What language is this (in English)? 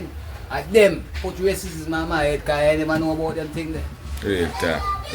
Jamaican Creole English